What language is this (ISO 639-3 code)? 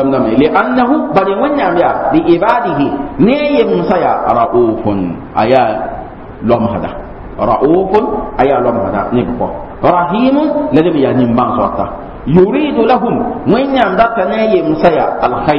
mos